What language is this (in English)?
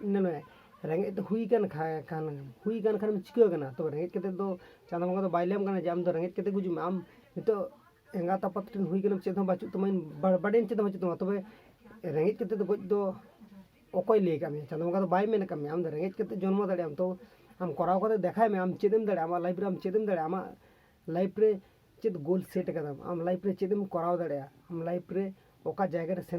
Santali